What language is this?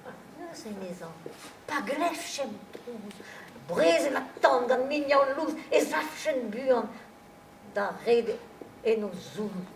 Breton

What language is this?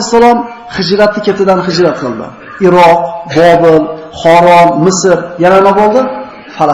Uzbek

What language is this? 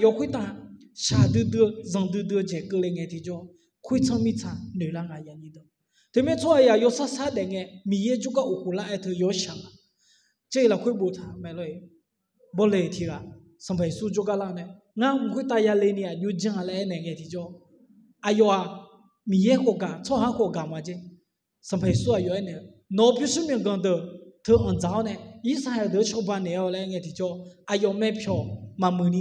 Akha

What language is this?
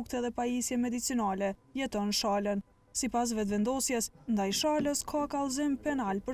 Albanian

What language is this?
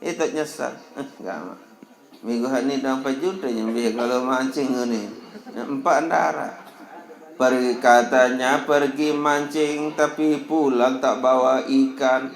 Sasak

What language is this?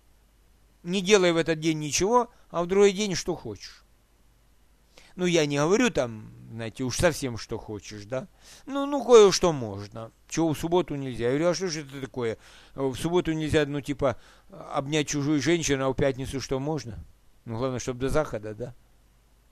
Russian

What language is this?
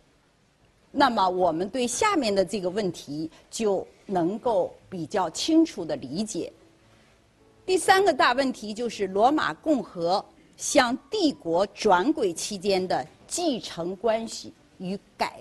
Chinese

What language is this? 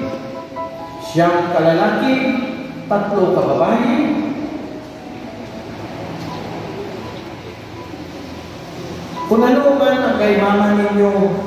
Hiligaynon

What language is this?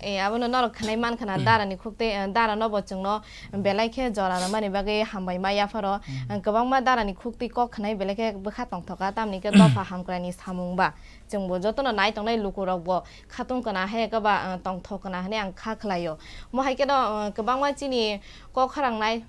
Kok Borok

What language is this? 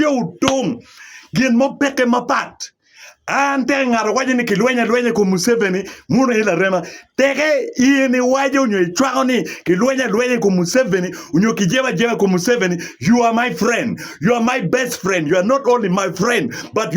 Acoli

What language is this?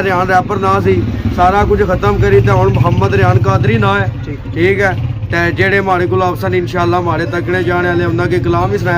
Pahari-Potwari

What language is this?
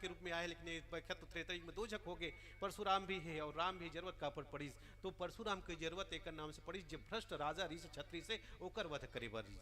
Chhattisgarhi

